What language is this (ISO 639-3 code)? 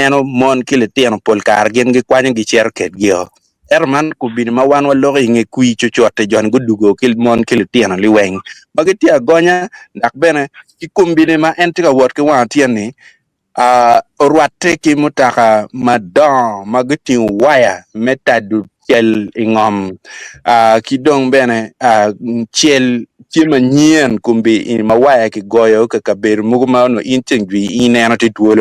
ach